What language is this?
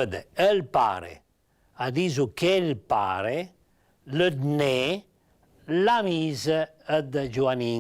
Piedmontese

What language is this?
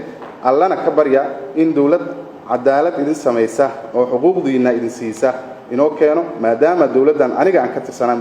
Somali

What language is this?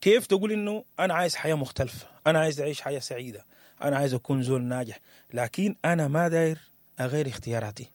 Sudanese Arabic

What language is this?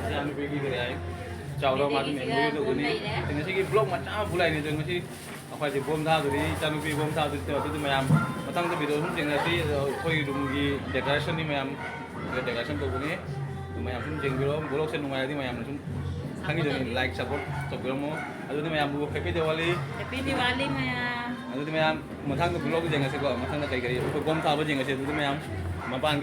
Manipuri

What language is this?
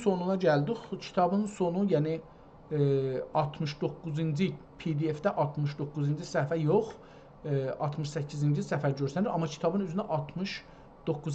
South Azerbaijani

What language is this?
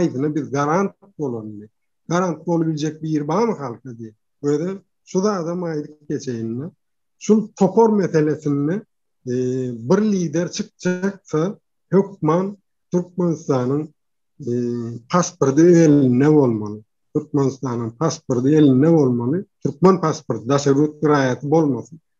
Turkmen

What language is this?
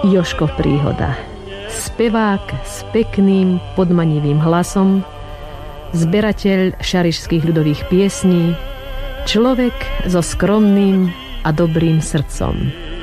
Slovak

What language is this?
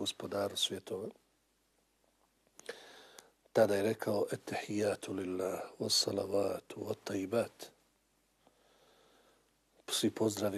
Bosnian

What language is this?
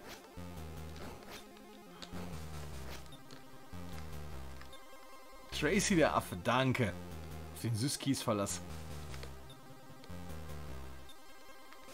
German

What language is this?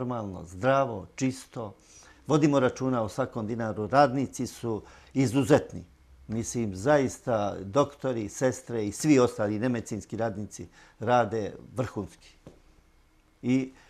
Serbian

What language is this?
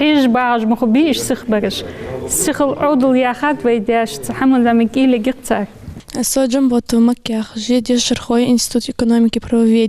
Ingush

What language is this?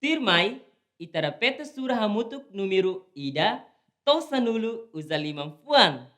Tetum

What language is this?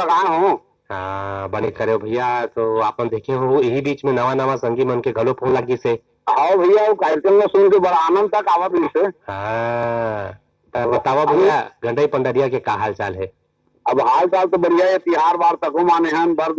Chhattisgarhi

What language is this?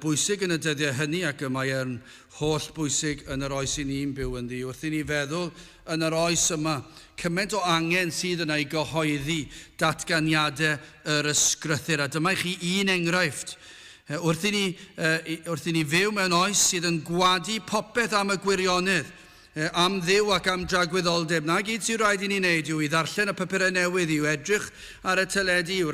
Welsh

